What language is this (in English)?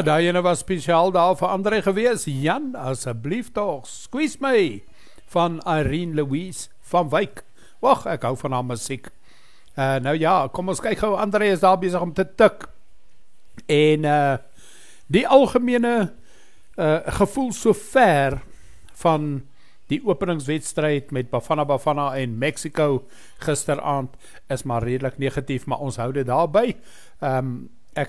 Afrikaans